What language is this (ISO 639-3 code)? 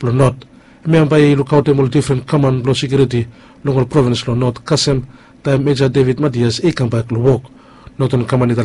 bis